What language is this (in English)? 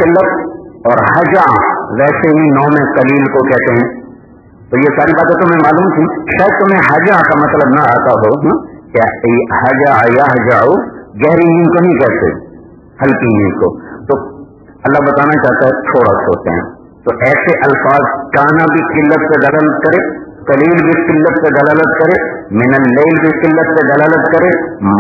Urdu